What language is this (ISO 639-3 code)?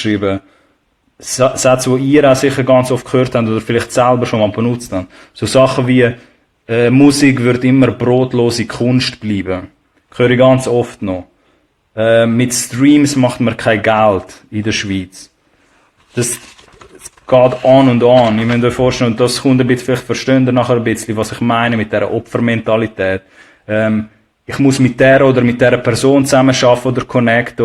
gsw